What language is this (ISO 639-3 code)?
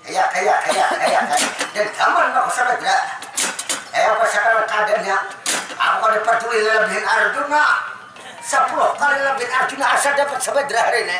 bjn